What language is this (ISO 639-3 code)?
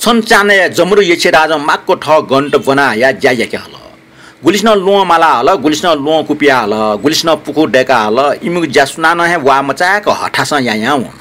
new